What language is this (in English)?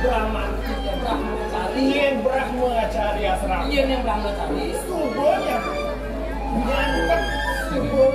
Balinese